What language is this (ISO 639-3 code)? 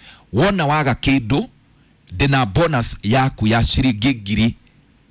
kik